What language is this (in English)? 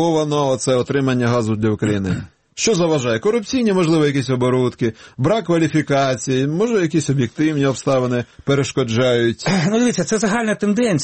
Ukrainian